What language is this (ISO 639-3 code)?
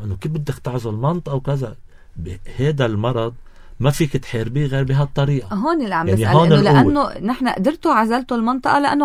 apc